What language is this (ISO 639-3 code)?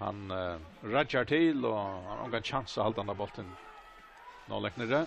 fao